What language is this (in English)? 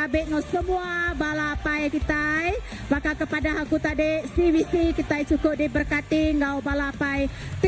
Iban